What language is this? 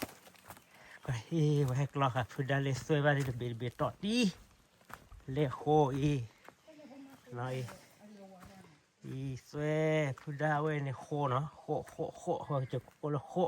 S'gaw Karen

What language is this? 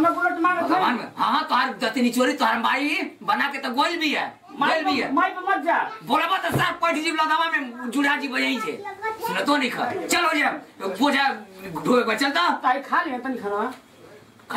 Bhojpuri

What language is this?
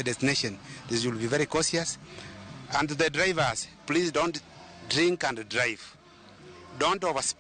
Luo (Kenya and Tanzania)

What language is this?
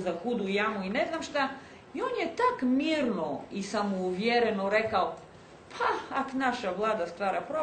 Croatian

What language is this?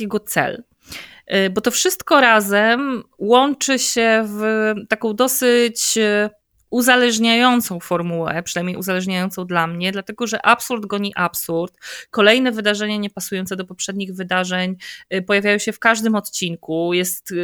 Polish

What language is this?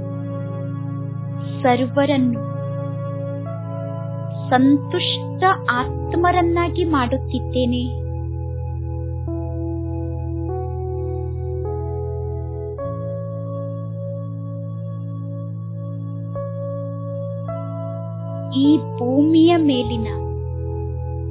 Kannada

